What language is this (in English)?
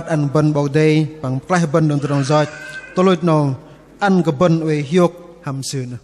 Bahnar